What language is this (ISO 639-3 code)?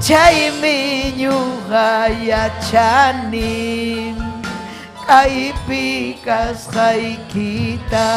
quy